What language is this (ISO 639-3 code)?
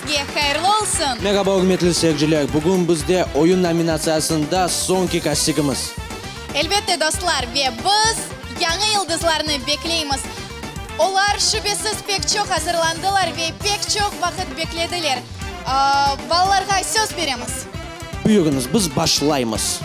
crh